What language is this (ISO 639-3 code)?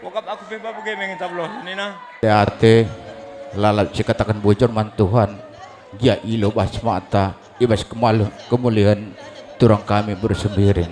btx